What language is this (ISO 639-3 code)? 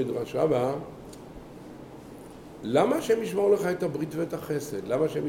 heb